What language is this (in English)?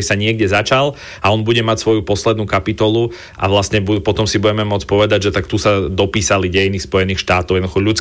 Slovak